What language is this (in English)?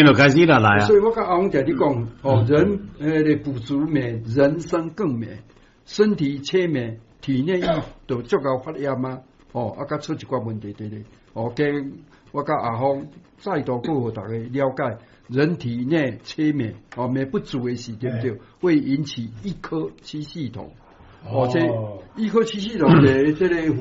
Min Nan Chinese